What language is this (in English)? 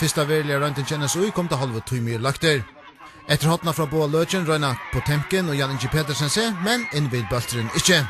Faroese